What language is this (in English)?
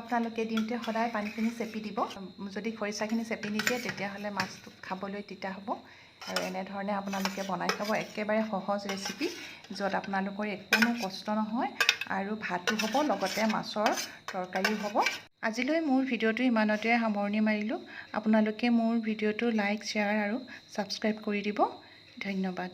Assamese